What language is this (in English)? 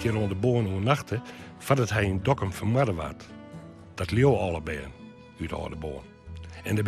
Western Frisian